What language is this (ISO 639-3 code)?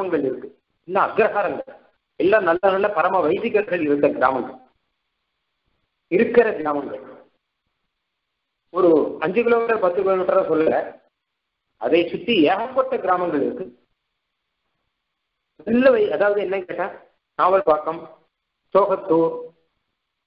tam